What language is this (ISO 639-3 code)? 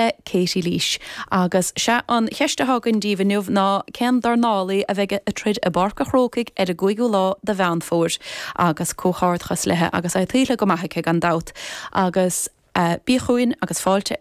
gle